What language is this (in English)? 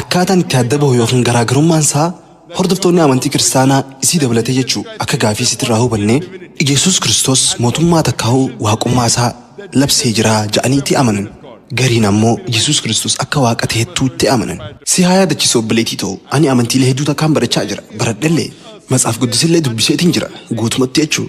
Oromo